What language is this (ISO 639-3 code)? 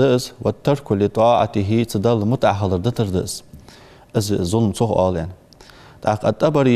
inh